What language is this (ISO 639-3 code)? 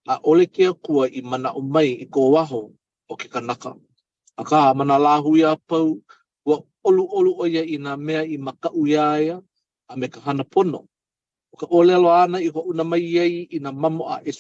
haw